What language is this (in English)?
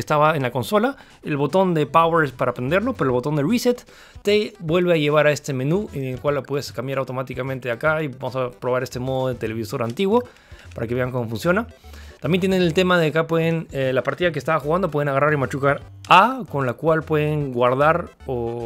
Spanish